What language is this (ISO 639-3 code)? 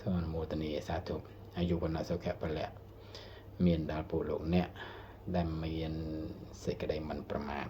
khm